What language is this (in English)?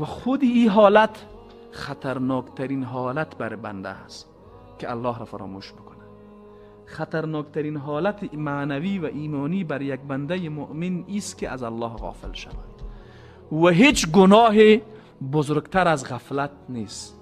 Persian